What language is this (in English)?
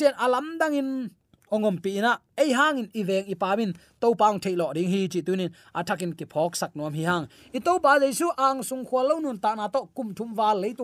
Tedim Chin